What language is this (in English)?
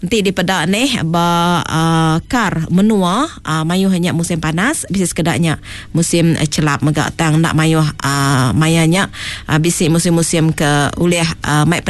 Iban